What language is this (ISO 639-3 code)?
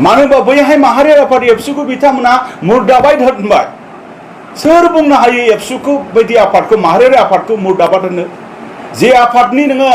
brx